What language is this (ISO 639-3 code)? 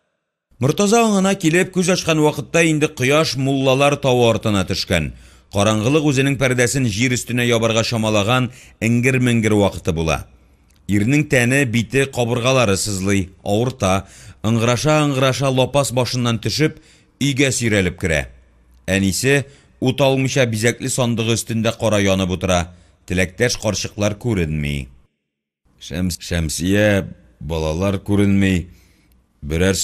tat